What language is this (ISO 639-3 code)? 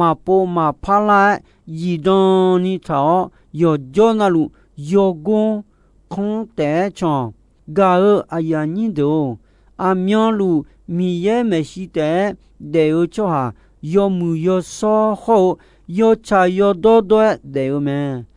ahk